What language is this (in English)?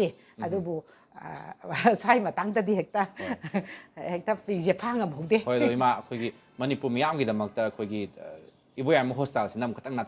Manipuri